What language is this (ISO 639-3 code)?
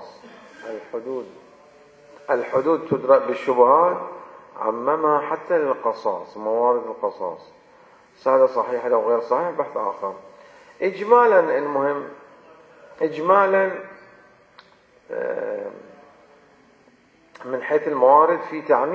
ara